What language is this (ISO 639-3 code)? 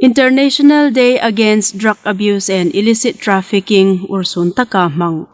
hmr